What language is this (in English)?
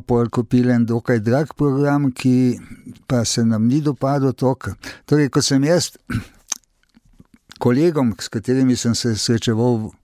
Slovenian